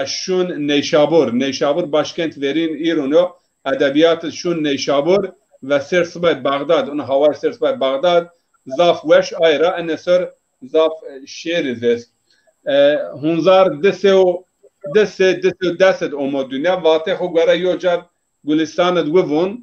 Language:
Zaza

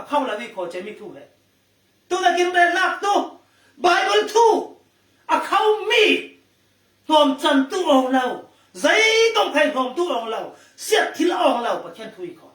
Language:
Falam Chin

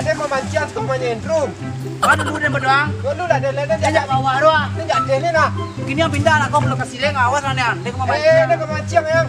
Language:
Minangkabau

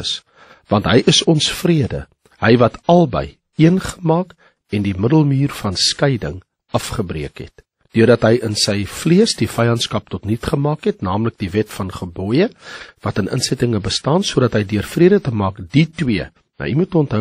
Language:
Afrikaans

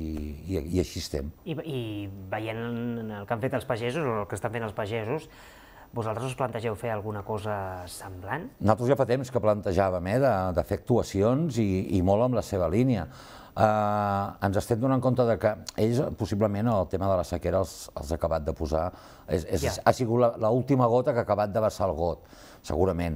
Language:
Catalan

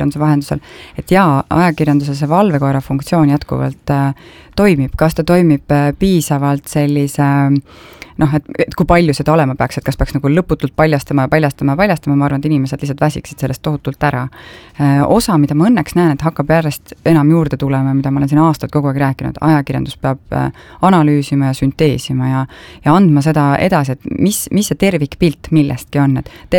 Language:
Estonian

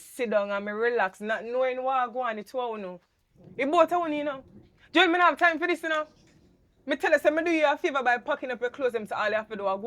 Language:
Jamaican Creole English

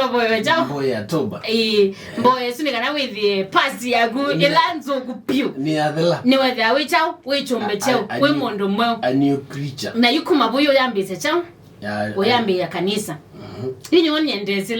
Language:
Kamba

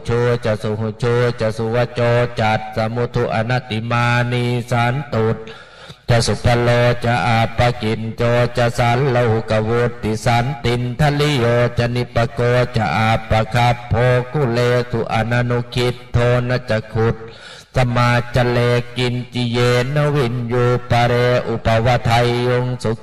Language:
Pali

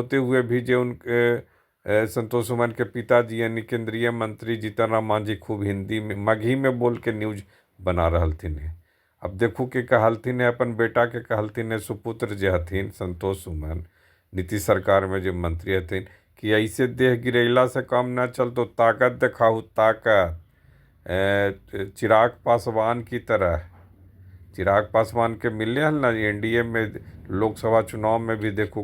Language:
Magahi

